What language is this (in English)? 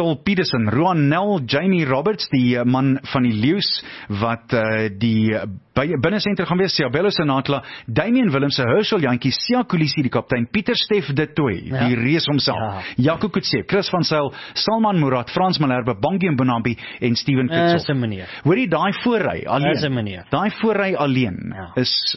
Afrikaans